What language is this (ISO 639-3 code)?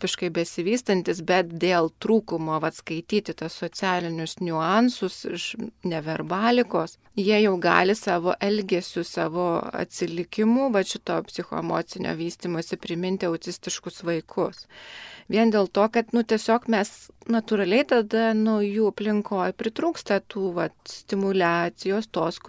lit